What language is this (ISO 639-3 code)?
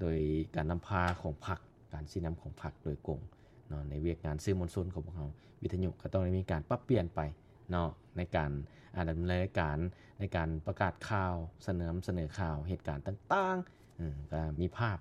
lao